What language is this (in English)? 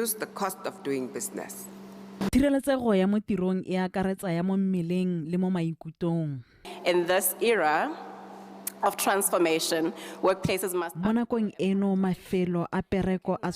Tswana